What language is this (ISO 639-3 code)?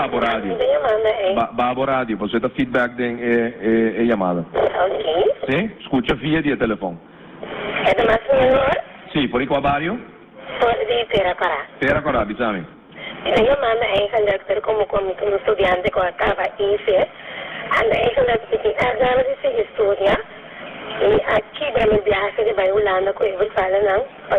pap